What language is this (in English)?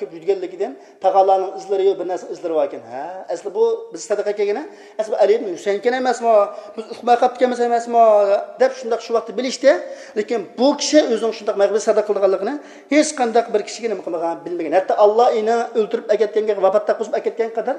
Uyghur